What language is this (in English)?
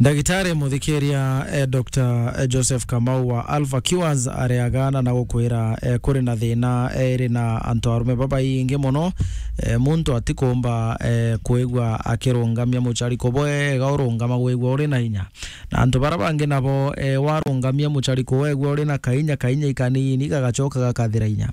Meru